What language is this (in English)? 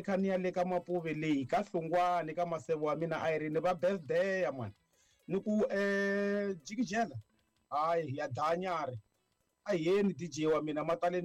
Tsonga